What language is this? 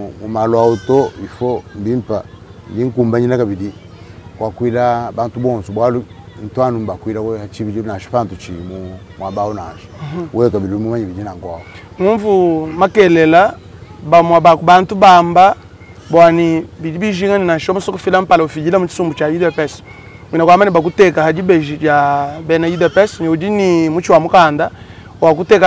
Luba-Lulua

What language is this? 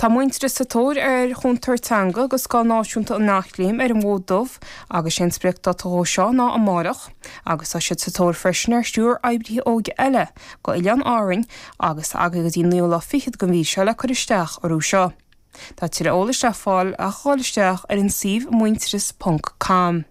Irish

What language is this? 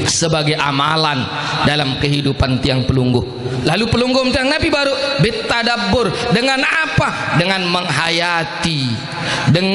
Sasak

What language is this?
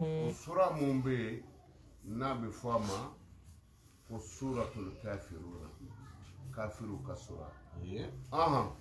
Bambara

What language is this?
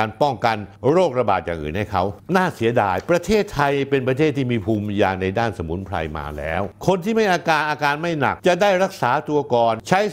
Thai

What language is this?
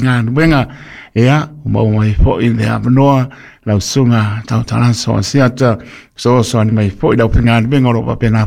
Samoan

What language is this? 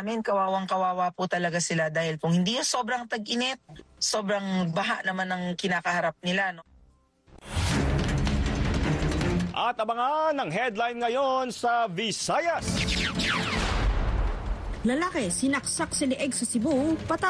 Filipino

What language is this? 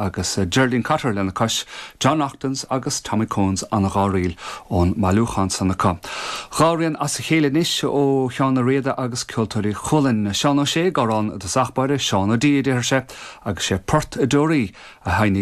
Irish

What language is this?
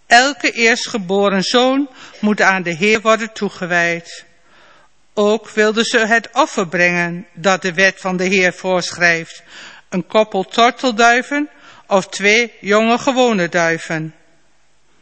Dutch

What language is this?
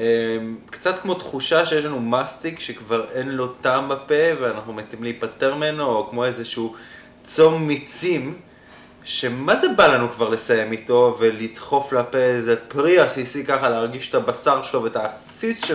Hebrew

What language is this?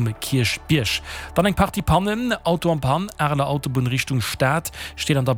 Luxembourgish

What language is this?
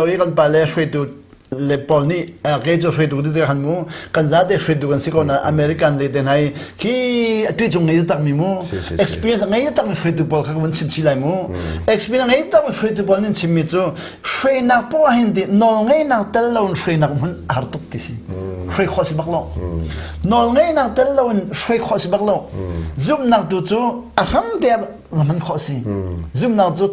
Hakha Chin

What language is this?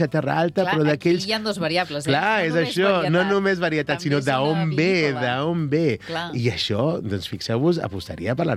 Catalan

